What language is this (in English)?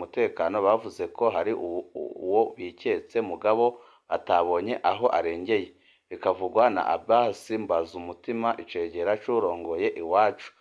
Rundi